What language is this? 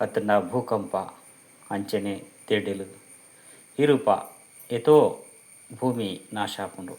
Tulu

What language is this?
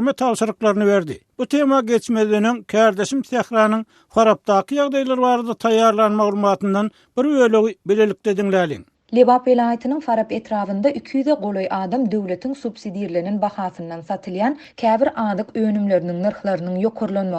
Turkmen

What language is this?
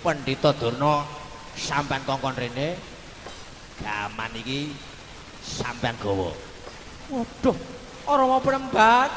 Javanese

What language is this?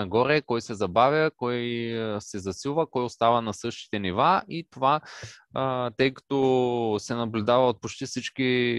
Bulgarian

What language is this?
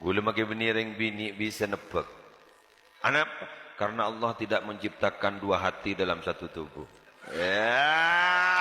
Madurese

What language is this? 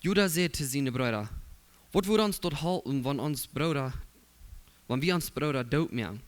Plautdietsch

